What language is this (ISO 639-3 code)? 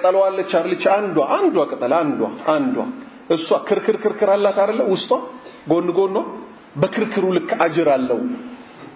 amh